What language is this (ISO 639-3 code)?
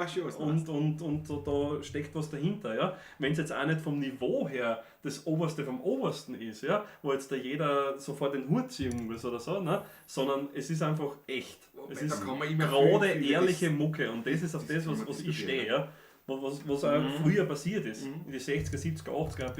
bar